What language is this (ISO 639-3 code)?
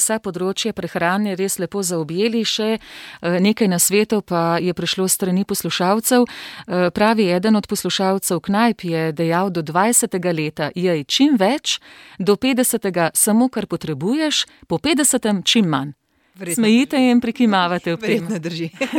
slv